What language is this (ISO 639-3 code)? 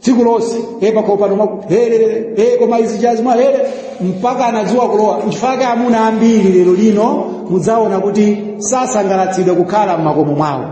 nya